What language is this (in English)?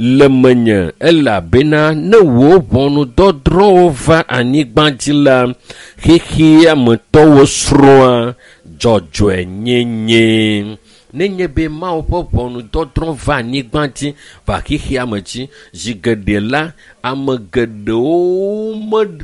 Ewe